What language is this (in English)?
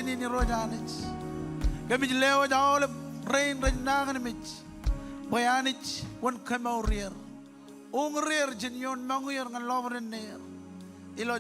Marshallese